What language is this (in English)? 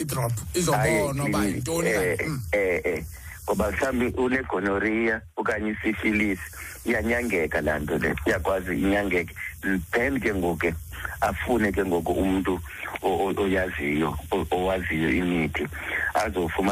Xhosa